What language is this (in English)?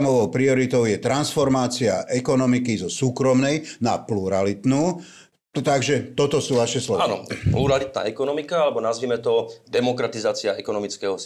Slovak